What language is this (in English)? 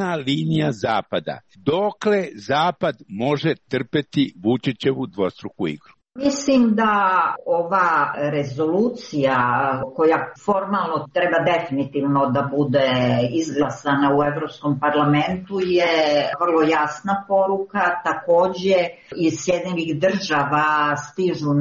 Serbian